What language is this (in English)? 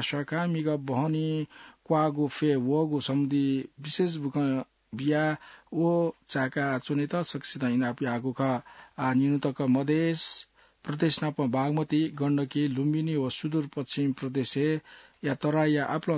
Newari